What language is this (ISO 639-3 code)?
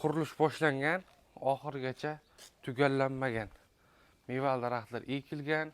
uzb